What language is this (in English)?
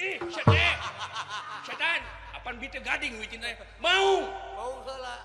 Sundanese